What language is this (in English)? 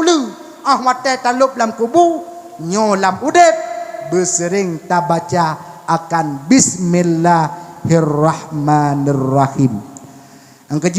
Achinese